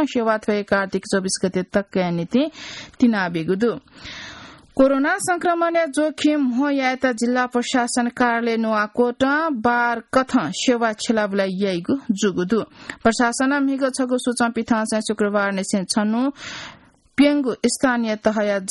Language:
Newari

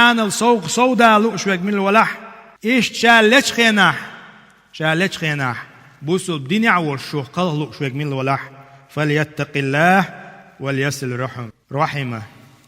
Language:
Chechen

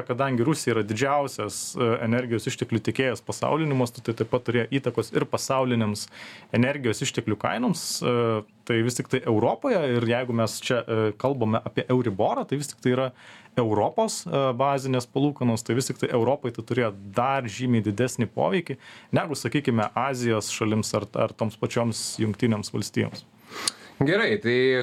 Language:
Lithuanian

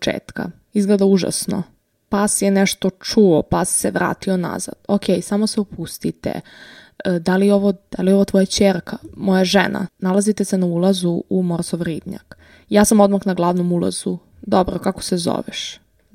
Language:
Serbian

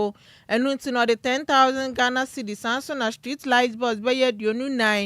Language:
Akan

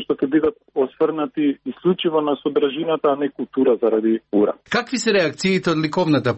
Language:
Macedonian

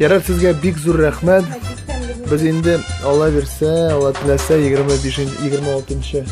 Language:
Tatar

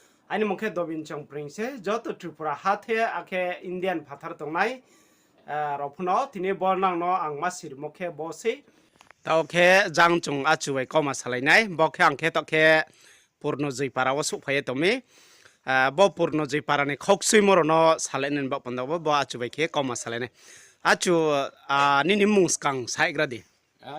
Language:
Riang (India)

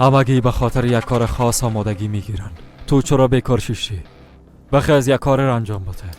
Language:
Persian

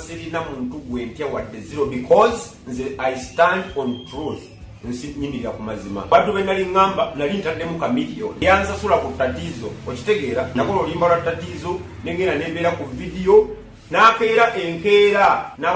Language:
Ganda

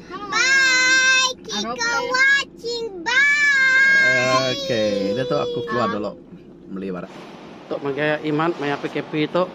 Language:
Iban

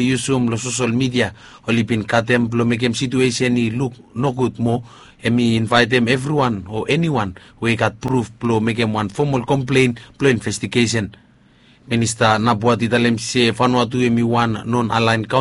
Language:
Bislama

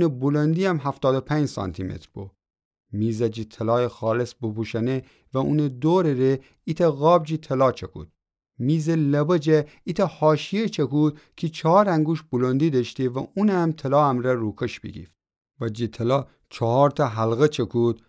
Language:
Gilaki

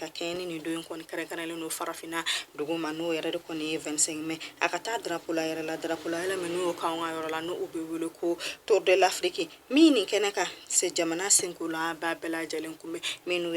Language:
Bambara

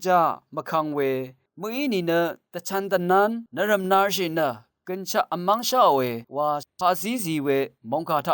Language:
Rawang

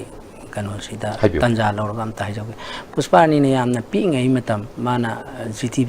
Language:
Manipuri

